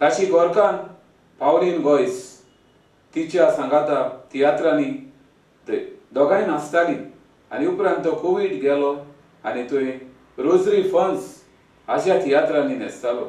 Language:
Konkani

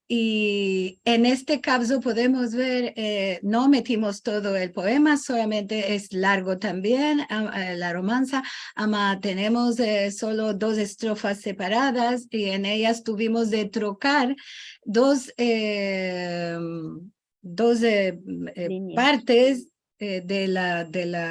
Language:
Ladino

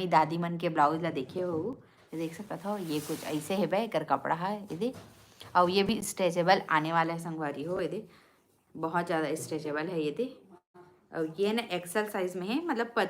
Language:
Chhattisgarhi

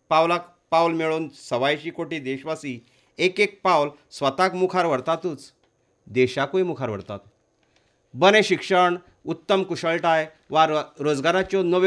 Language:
Konkani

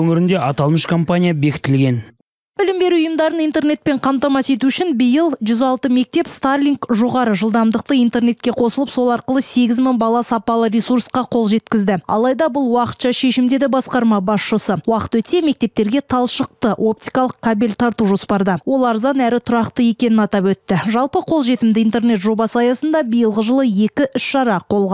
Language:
Kazakh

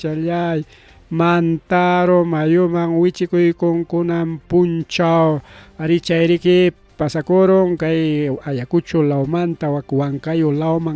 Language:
Ayacucho Quechua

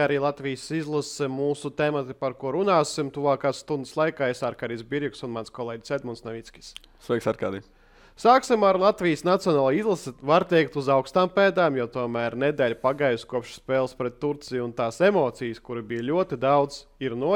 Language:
Latvian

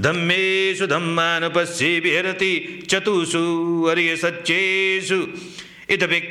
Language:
Pali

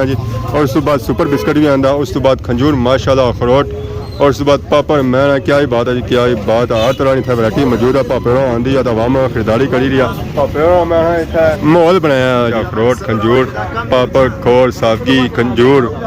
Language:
Pahari-Potwari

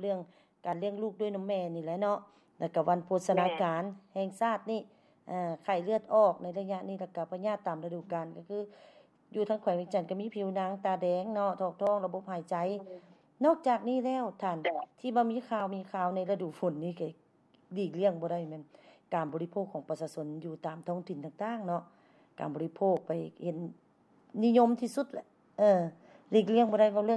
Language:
Lao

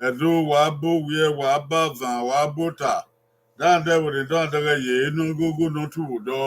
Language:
Bini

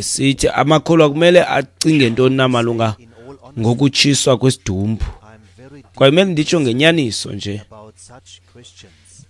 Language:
Xhosa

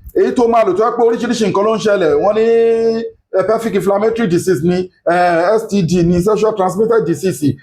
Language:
Yoruba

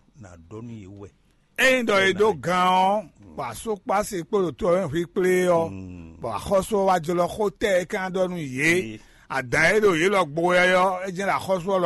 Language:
Fon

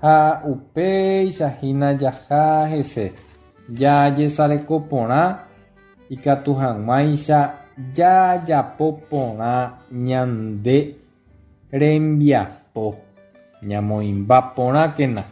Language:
Guarani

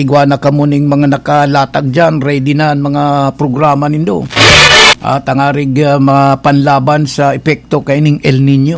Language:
Bikol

